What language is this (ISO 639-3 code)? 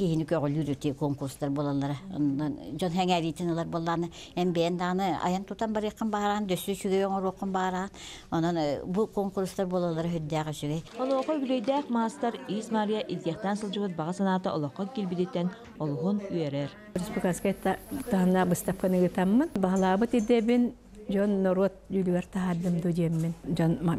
sah